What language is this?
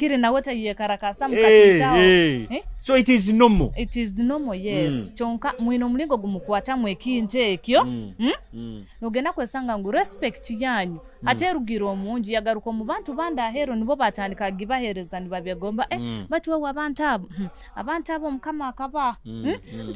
Nyoro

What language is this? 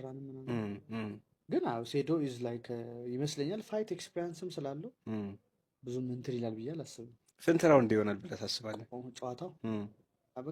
Amharic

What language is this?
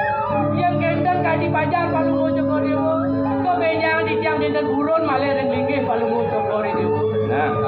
Balinese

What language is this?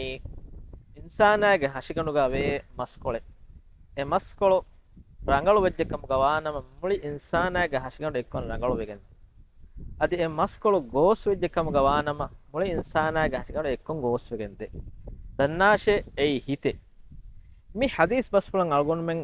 Divehi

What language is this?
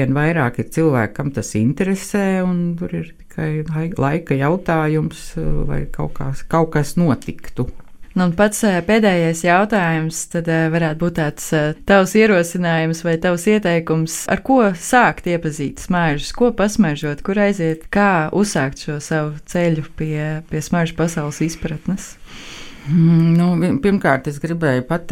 Latvian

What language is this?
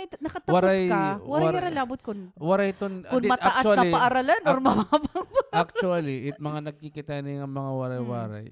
Waray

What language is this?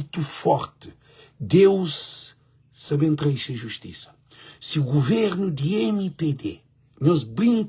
Kabuverdianu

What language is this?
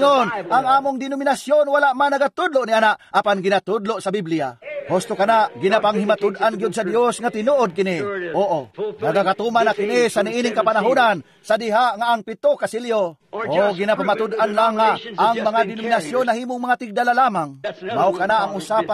Cebuano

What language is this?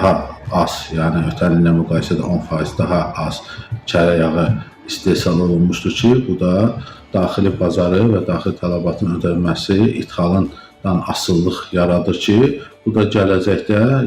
Azerbaijani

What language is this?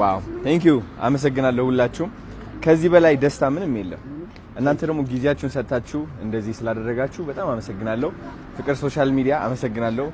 Amharic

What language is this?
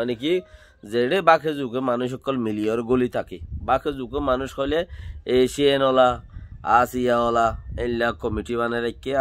Rohingya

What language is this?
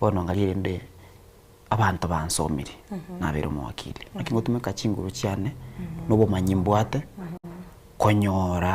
Gusii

